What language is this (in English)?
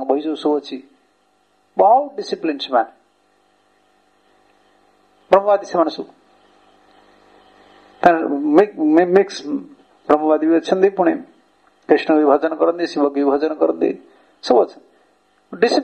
Odia